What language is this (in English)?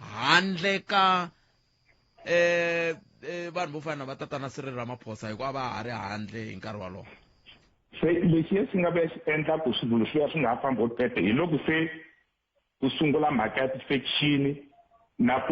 Tsonga